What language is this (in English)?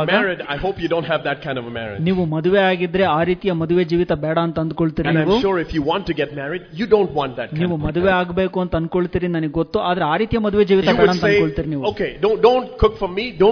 Kannada